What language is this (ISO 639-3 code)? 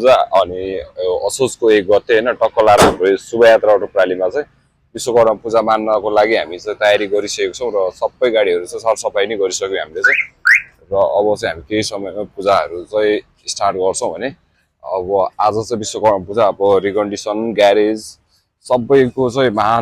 nep